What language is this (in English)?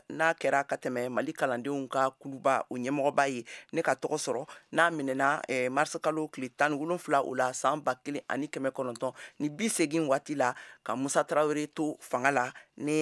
Bambara